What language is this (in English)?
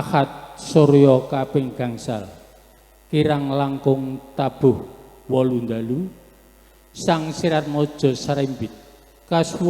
Javanese